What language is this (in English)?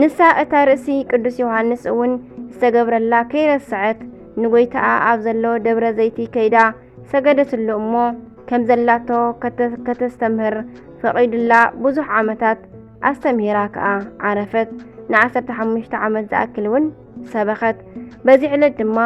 Tigrinya